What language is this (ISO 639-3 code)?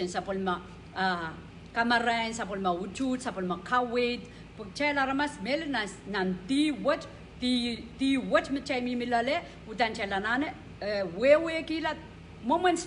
pon